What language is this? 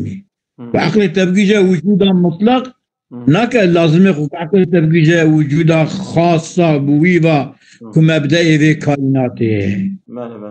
Kurdish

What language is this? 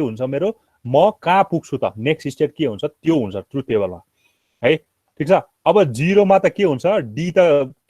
Nepali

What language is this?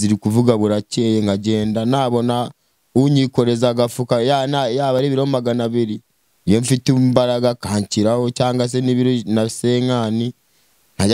Kinyarwanda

